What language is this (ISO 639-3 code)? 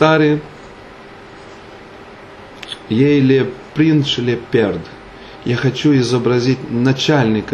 ron